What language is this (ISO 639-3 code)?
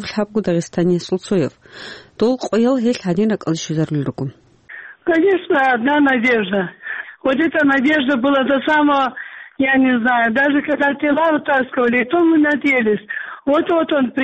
ava